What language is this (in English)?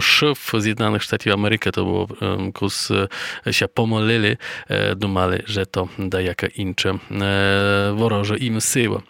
Rusyn